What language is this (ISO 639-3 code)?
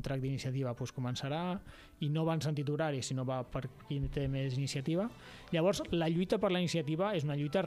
cat